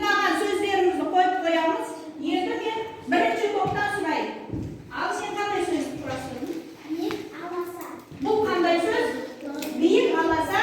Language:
Kazakh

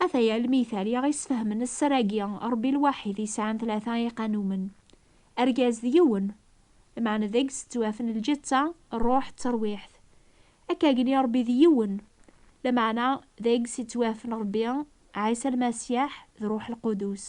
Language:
Kabyle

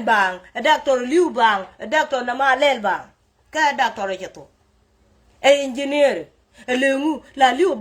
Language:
Nuer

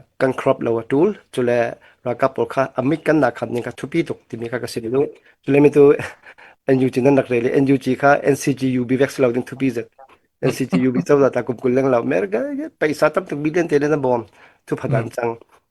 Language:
Falam Chin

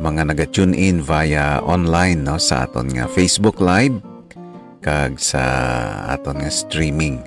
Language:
Hiligaynon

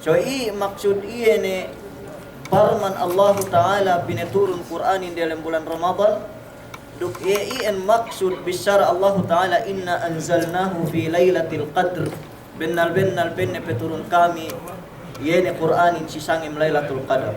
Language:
Yakan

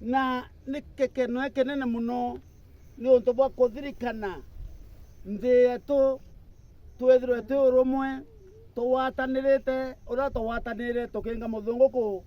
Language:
Kikuyu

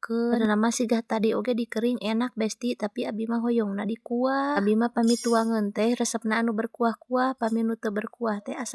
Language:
Sundanese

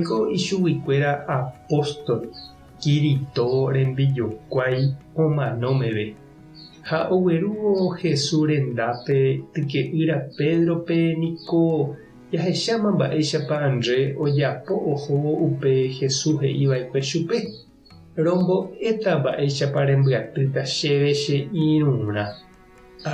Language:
Guarani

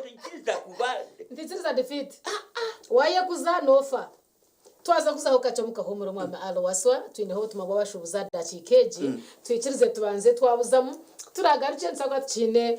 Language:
Nyankole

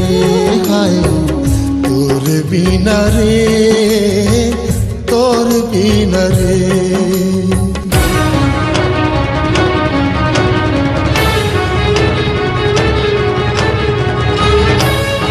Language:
Chhattisgarhi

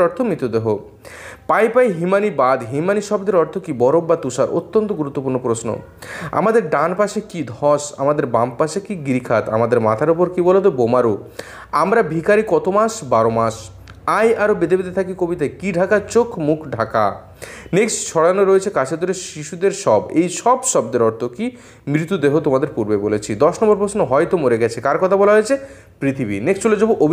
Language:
Bangla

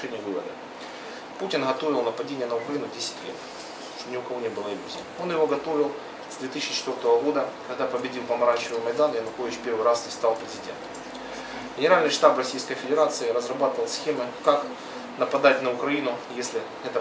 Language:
Russian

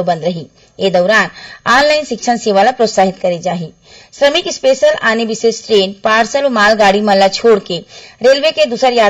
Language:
Chhattisgarhi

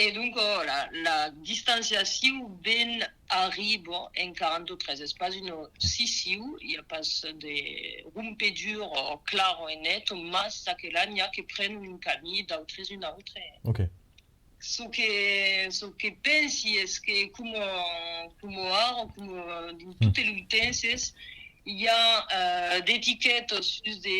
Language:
Occitan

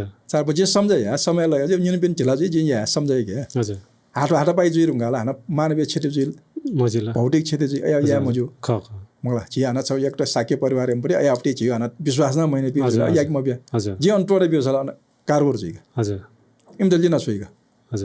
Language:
Newari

